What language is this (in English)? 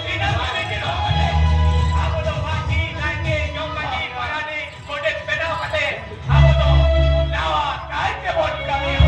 Santali